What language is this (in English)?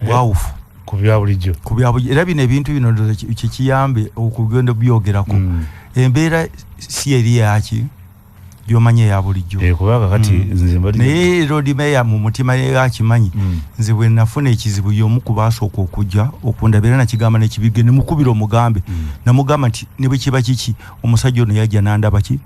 Ganda